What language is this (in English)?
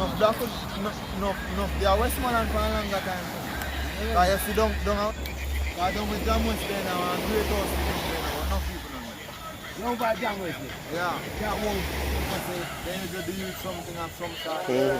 Jamaican Creole English